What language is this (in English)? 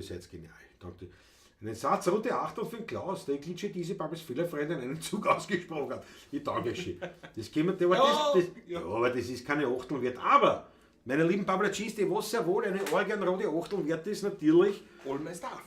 Bavarian